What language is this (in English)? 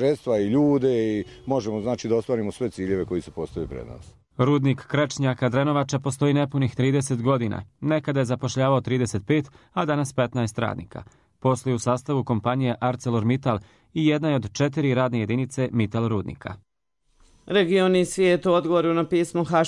Croatian